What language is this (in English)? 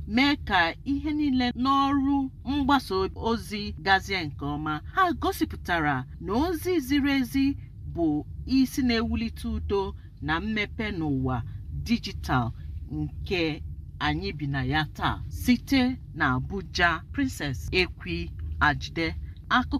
Igbo